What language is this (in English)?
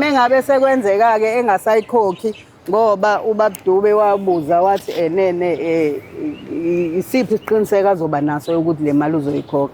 Zulu